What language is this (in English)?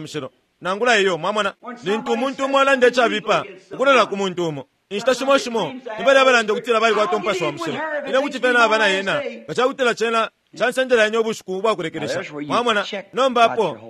Bemba